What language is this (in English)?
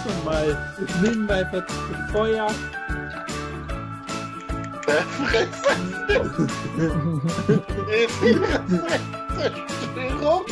German